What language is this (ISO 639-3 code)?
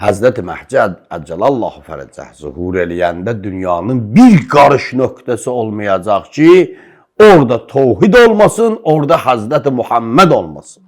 aze